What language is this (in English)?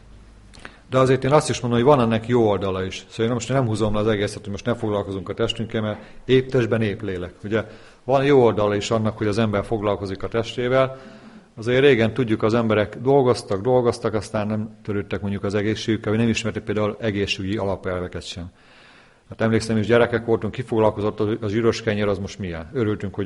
Hungarian